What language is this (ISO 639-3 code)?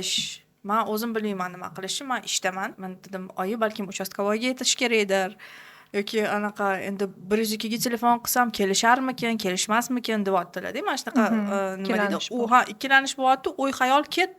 uzb